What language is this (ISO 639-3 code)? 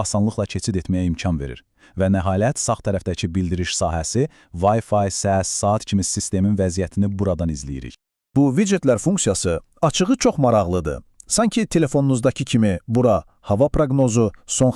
aze